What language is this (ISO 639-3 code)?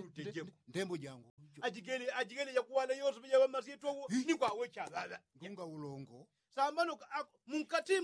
yao